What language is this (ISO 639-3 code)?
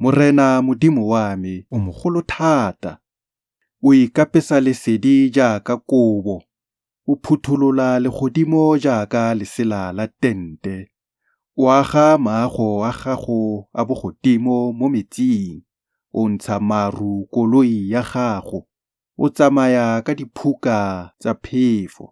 tsn